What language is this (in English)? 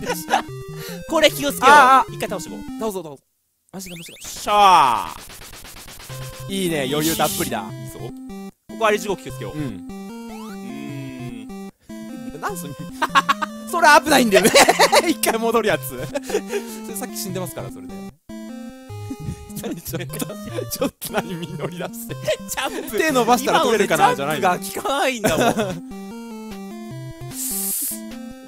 Japanese